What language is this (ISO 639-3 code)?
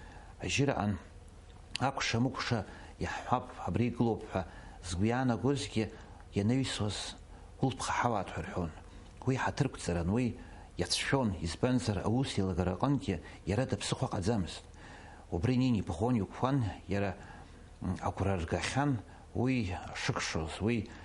abk